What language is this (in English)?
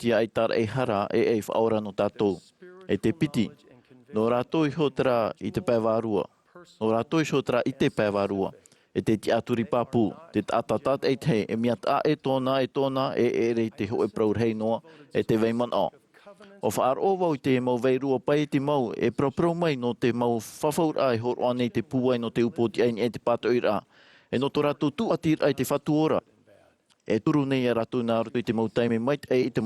Tahitian